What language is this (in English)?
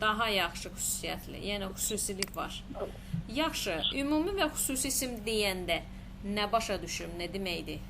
Azerbaijani